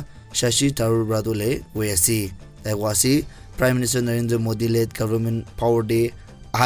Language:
Naga Pidgin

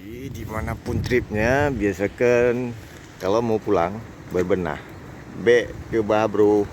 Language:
Achinese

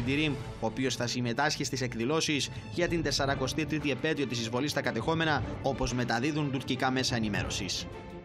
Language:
Greek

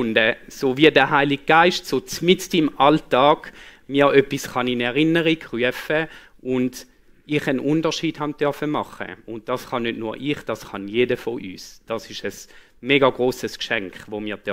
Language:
Swiss German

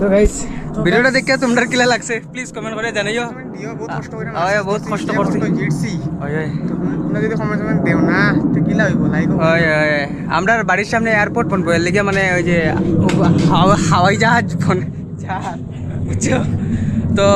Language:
Sylheti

